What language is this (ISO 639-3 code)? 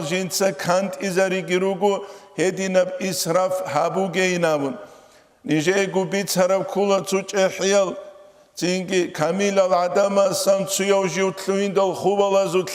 ava